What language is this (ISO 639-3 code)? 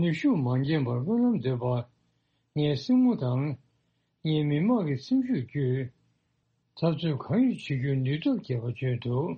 bod